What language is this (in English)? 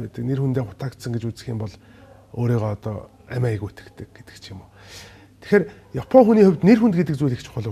Mongolian